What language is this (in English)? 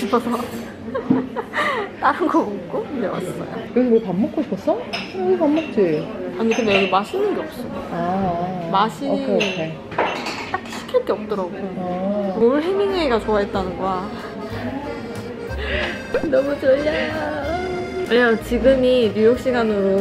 Korean